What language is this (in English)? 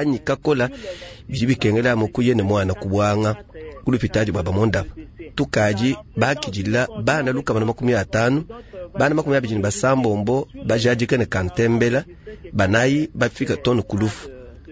Luba-Lulua